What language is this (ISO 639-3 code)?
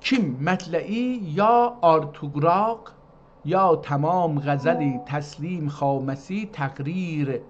azb